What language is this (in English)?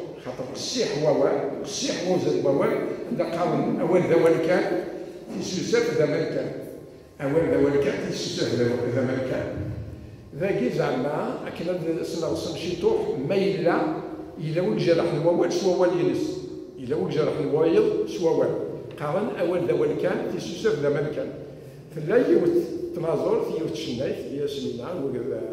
Kabyle